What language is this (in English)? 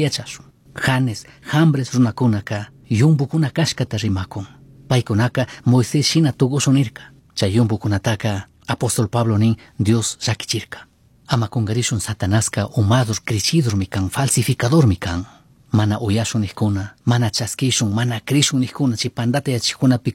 Chimborazo Highland Quichua